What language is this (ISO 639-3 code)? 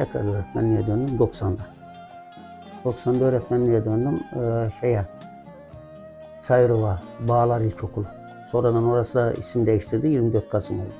tur